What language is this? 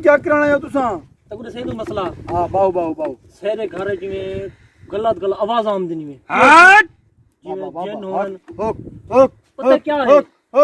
Saraiki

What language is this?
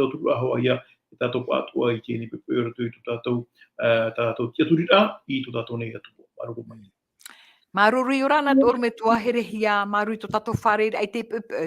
Tahitian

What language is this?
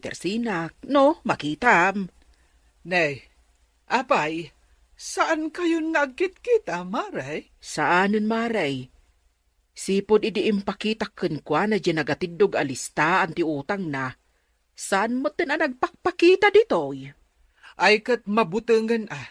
Iloko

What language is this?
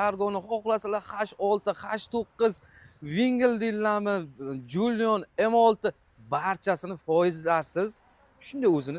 Uzbek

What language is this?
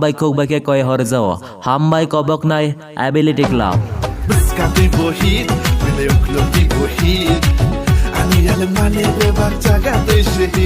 Kok Borok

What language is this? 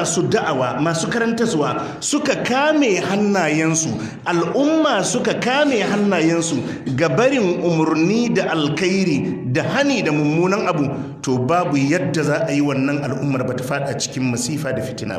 Hausa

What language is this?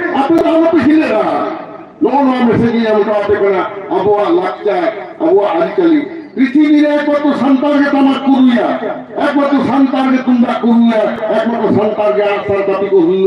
Santali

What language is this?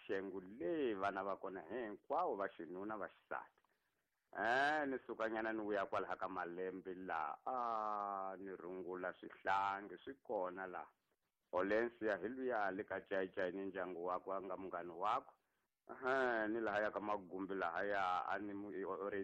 Tsonga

